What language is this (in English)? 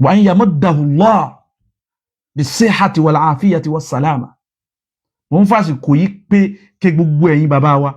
Yoruba